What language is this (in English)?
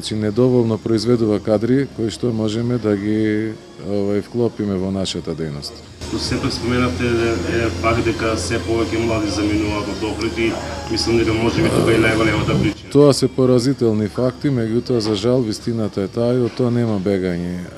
Macedonian